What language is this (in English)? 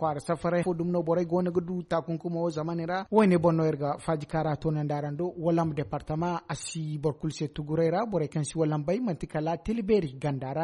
Zarma